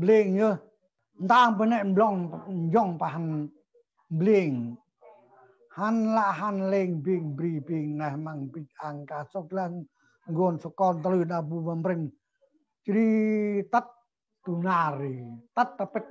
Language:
Central Mnong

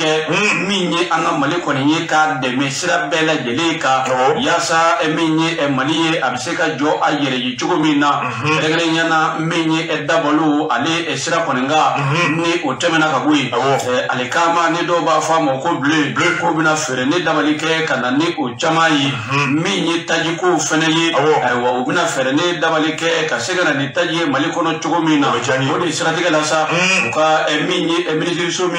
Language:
Bambara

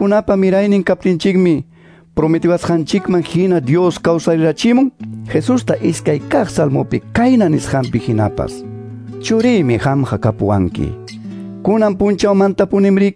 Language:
Quechua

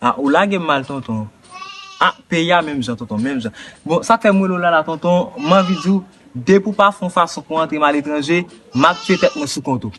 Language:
Haitian Creole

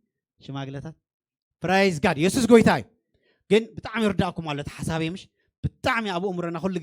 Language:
Tigrinya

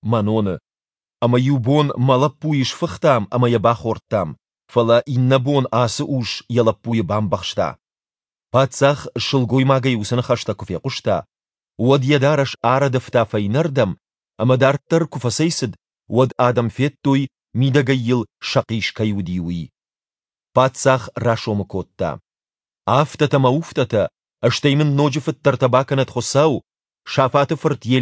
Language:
Ossetic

